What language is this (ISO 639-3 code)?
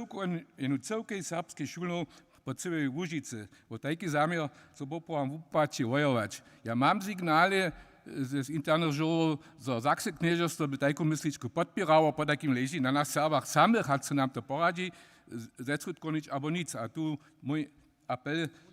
hsb